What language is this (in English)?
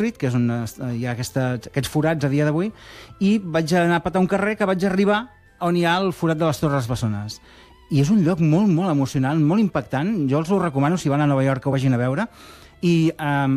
Catalan